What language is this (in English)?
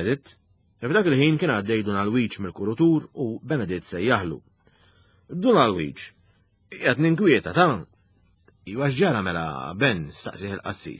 Maltese